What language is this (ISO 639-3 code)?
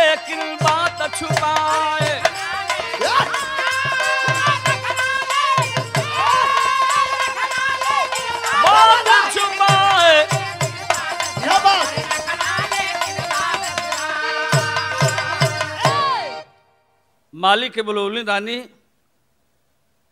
bho